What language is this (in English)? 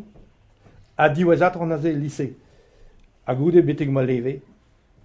Breton